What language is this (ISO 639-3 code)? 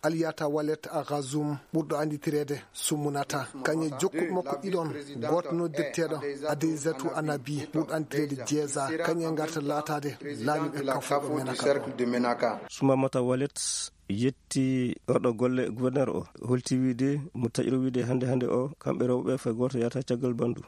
ful